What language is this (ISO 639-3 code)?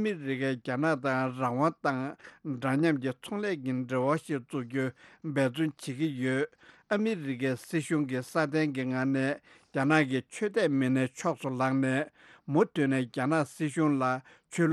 bod